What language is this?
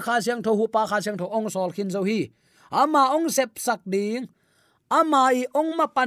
Tedim Chin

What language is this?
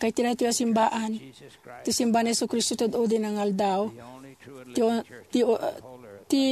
Iloko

